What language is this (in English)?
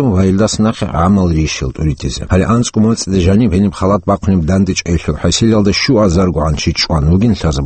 Avaric